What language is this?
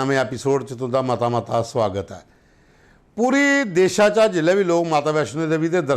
Dogri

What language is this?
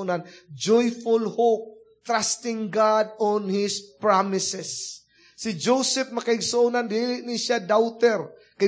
Cebuano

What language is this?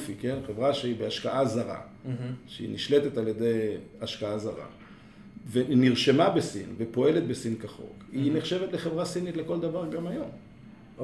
Hebrew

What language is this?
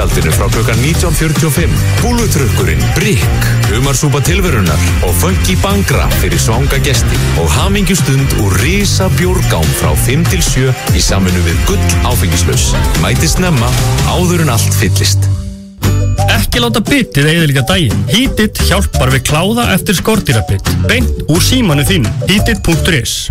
Icelandic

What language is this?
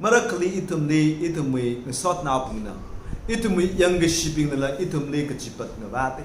Tangkhul Naga (India)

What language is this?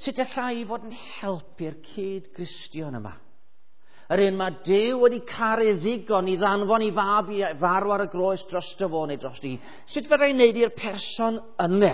Welsh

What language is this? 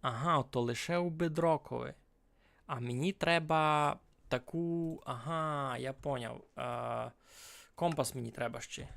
Rusyn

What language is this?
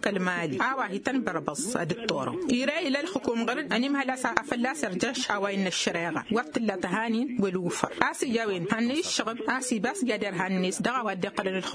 Tamasheq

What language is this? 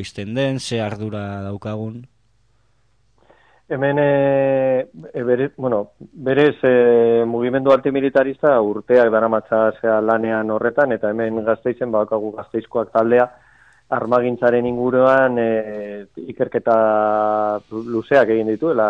Basque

